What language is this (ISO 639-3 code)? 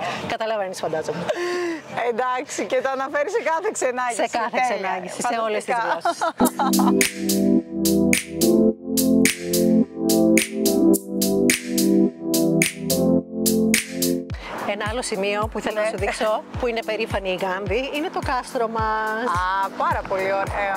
ell